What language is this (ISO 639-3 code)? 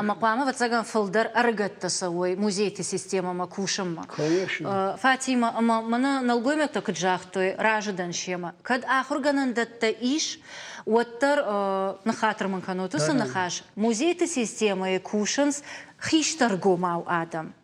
oss